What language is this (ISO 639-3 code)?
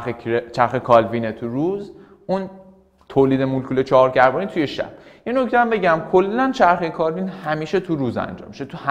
fas